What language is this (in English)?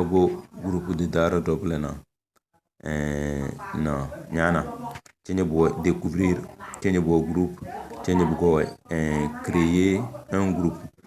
Tem